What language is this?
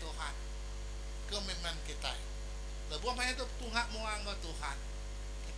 Iban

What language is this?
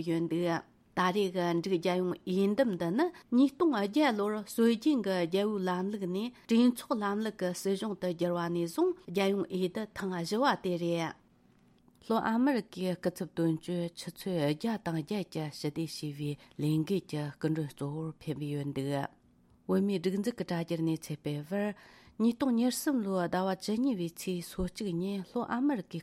Tibetan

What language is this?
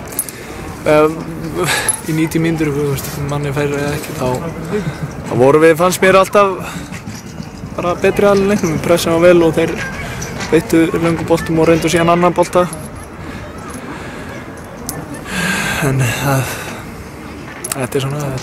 Icelandic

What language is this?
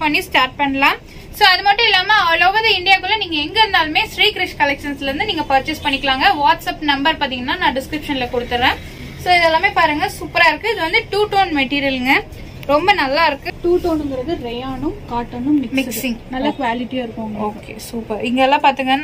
Tamil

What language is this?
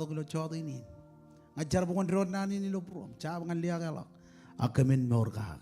Marshallese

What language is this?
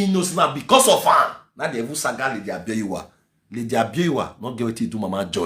Nigerian Pidgin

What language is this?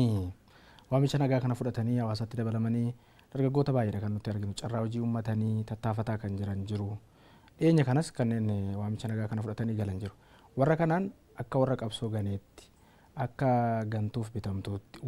Oromo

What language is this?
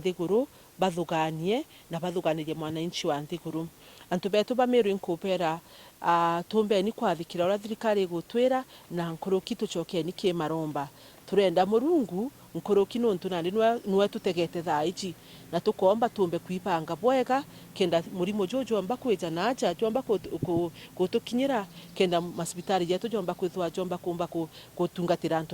Meru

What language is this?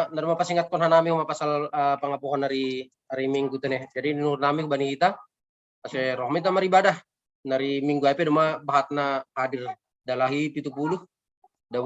Batak Simalungun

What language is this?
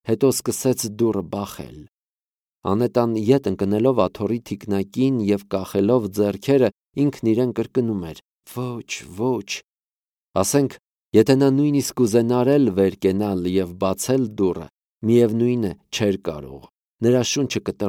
Armenian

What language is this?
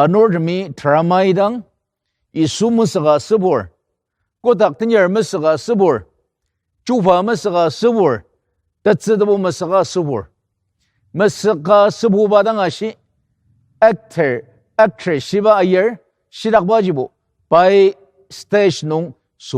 Ao Naga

